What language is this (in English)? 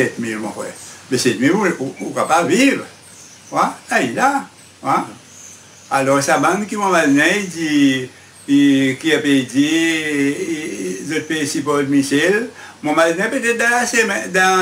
Seselwa Creole French